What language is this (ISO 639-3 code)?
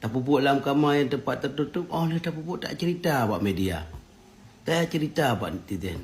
ace